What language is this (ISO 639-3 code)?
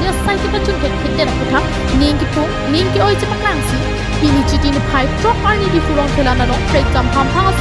mjw